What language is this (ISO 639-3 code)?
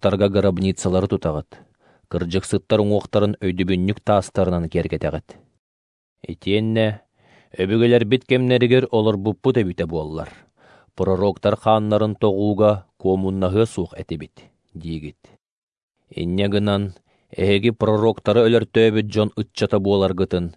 sah